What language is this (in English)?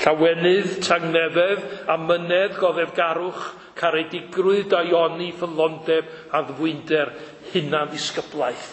Welsh